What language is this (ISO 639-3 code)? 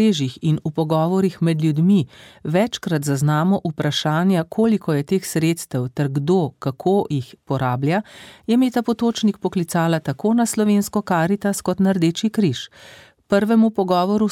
slv